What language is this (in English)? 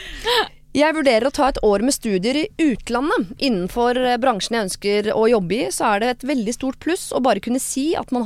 Norwegian